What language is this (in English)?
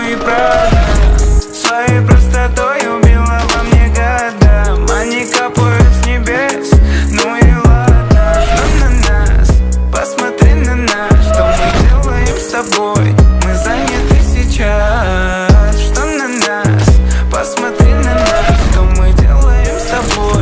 Russian